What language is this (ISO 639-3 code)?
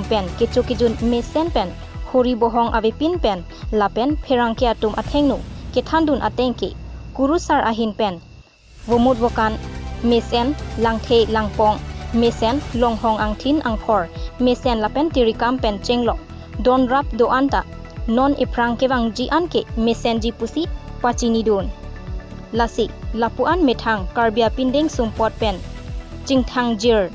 mjw